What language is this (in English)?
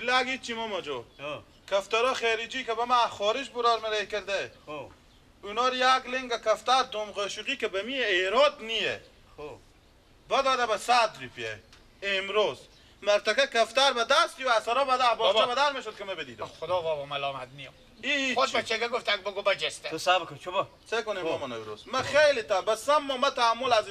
Persian